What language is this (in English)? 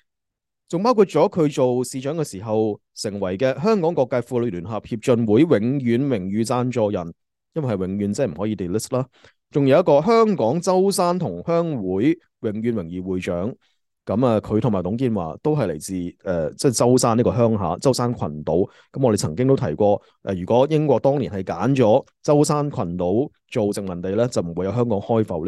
Cantonese